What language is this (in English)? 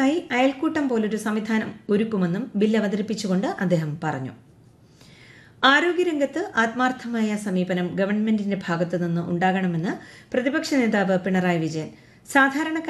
Malayalam